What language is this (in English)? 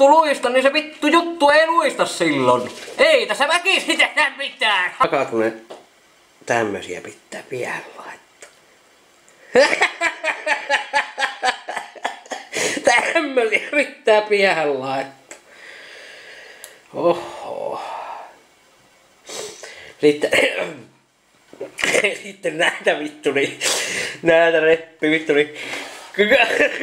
Finnish